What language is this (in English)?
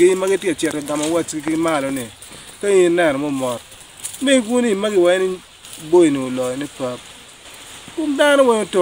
Acoli